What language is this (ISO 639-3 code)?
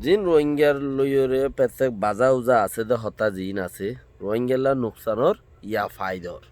rhg